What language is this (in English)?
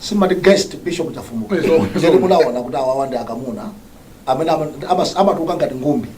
Nyanja